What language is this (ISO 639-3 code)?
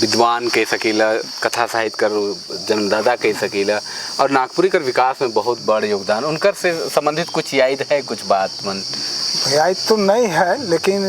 sck